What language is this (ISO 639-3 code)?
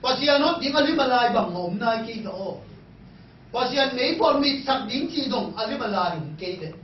ctd